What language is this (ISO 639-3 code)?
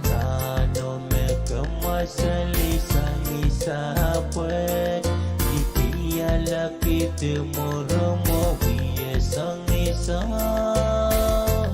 pon